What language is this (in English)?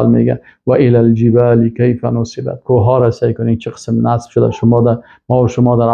Persian